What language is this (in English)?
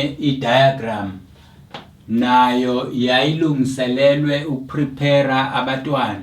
Zulu